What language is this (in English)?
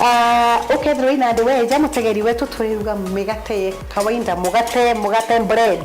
Meru